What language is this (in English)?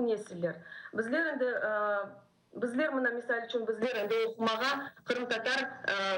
Crimean Tatar